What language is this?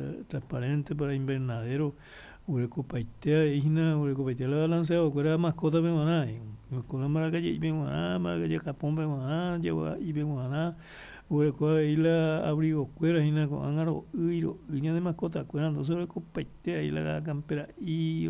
Guarani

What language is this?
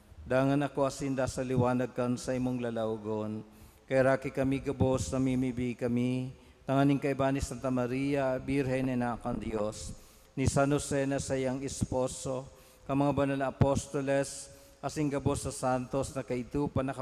Bikol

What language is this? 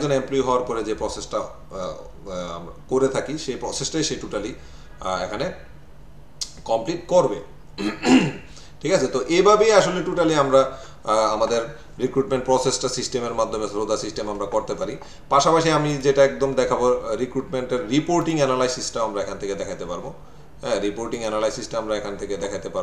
Bangla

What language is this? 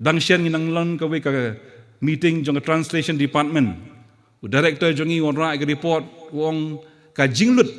Khasi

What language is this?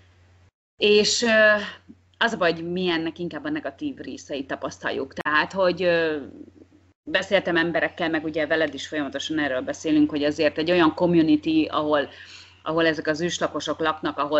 Hungarian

